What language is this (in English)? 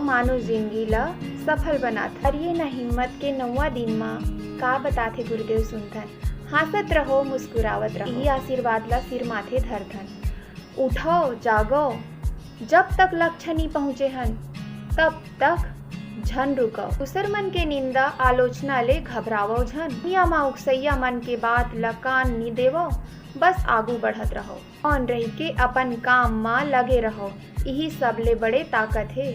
Chhattisgarhi